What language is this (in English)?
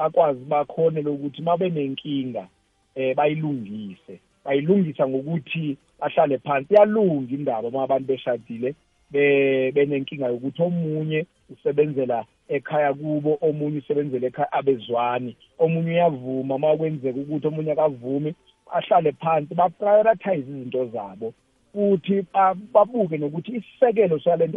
South Ndebele